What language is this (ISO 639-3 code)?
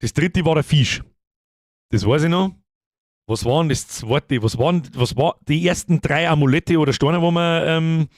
bar